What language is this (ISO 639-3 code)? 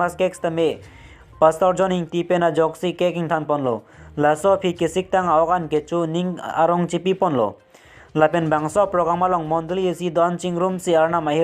mjw